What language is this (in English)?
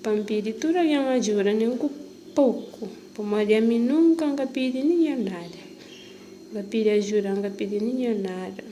Kabuverdianu